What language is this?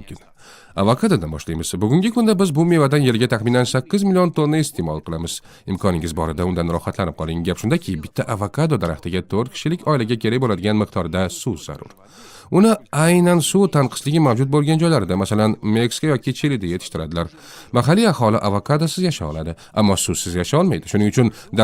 Uzbek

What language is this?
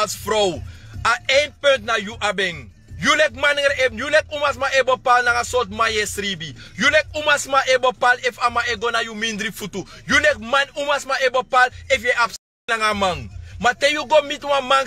Sranan Tongo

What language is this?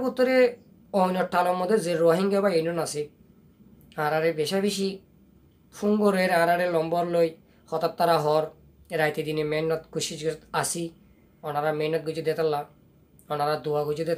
Rohingya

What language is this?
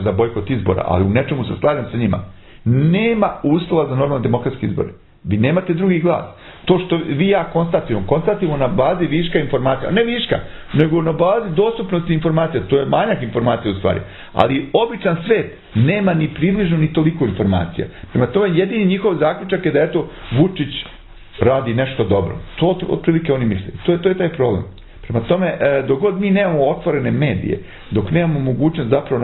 Serbian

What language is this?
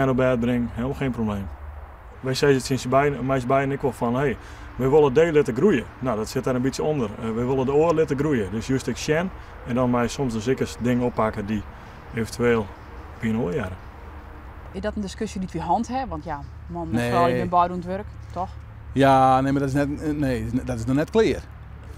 Western Frisian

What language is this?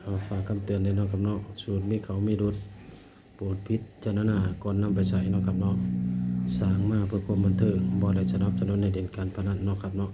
Northeastern Thai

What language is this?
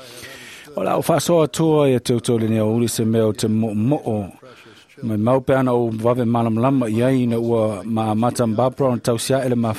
Samoan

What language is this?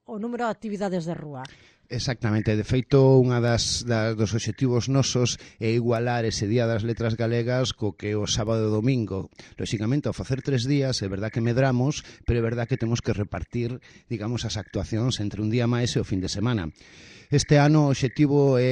Galician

